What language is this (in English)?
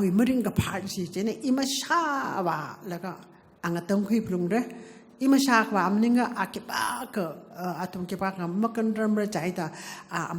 Tangkhul Naga (India)